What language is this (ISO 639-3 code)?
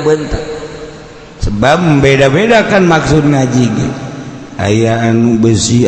sun